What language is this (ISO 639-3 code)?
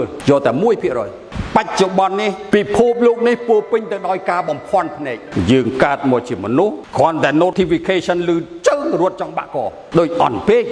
khm